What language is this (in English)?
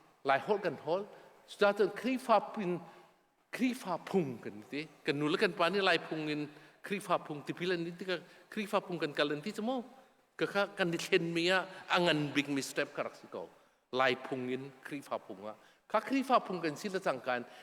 Hakha Chin